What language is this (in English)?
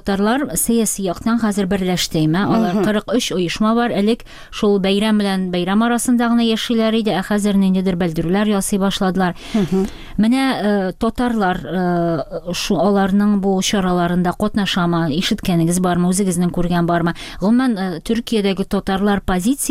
Tatar